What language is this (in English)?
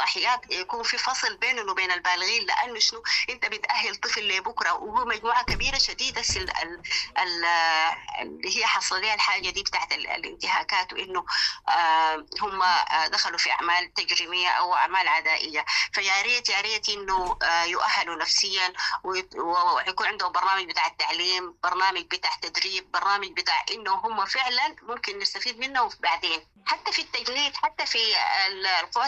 Sudanese Arabic